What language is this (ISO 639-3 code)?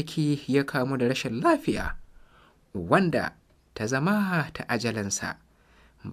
hau